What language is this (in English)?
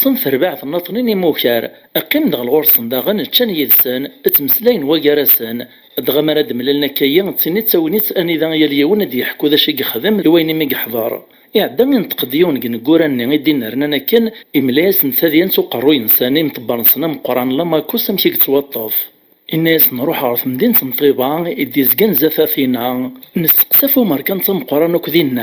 Kabyle